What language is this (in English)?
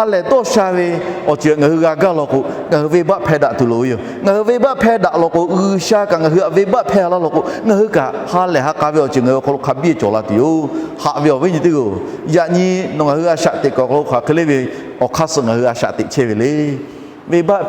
Lahu